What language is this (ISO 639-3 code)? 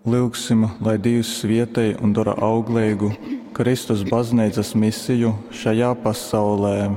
ltg